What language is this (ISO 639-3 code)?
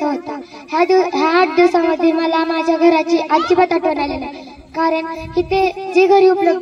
mar